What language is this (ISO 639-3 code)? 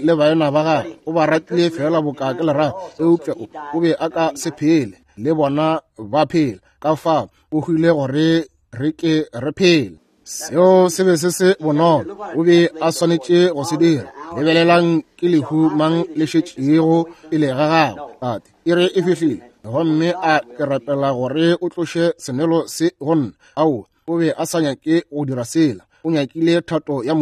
nso